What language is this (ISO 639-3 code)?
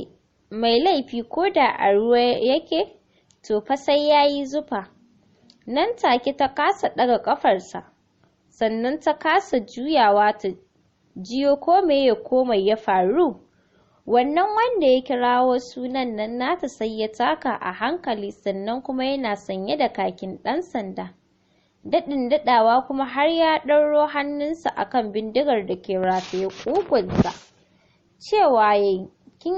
hau